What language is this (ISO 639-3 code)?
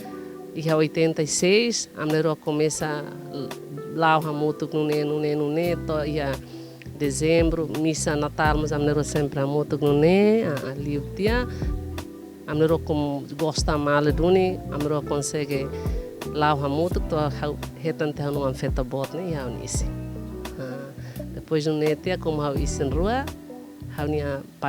tet